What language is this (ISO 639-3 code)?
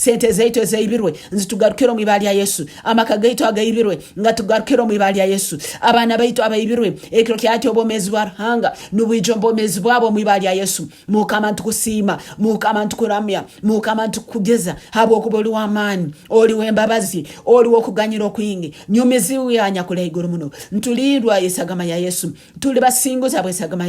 nyo